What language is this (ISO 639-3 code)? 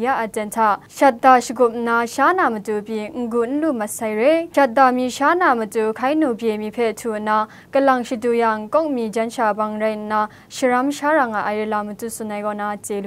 kac